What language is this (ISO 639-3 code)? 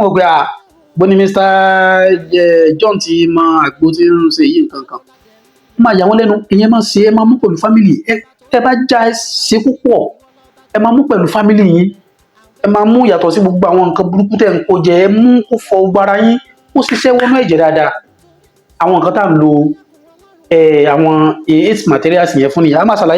yor